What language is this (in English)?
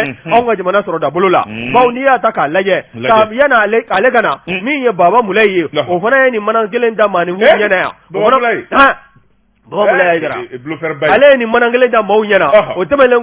Bambara